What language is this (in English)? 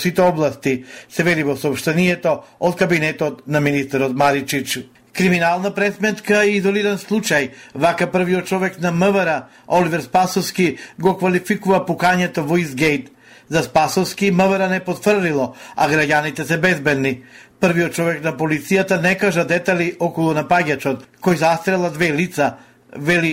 Macedonian